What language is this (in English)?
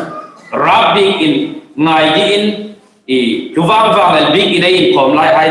Hmar